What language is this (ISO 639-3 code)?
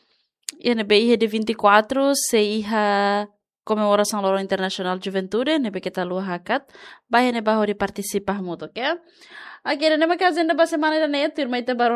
tet